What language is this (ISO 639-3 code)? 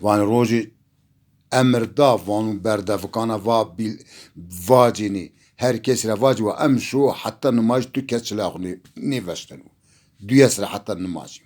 zza